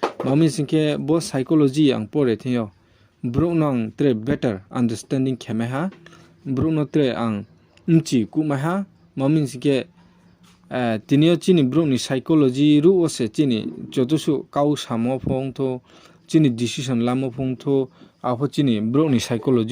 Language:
Riang (India)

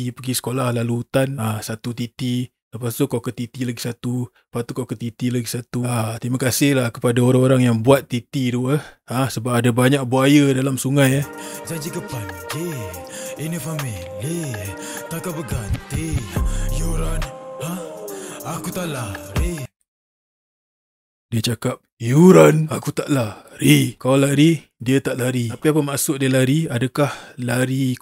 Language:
Malay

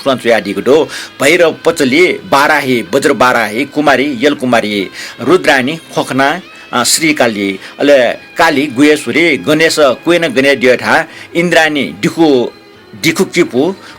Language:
Newari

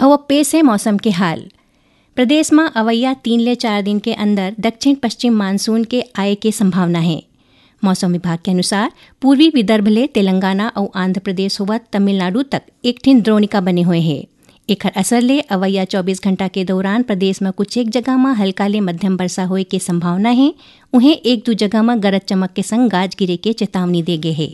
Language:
Chhattisgarhi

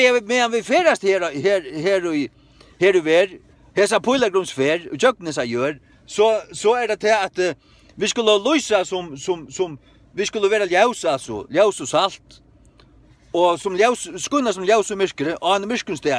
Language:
Faroese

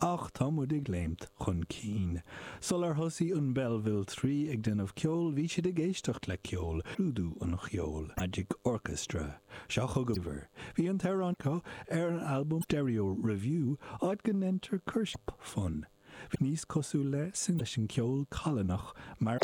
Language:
Irish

